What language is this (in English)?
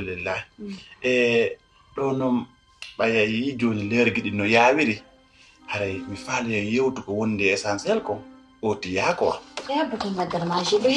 Pular